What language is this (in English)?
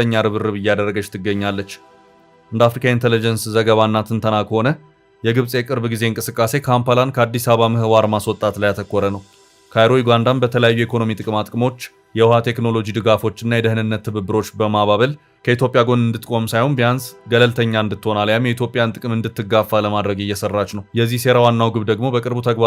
Amharic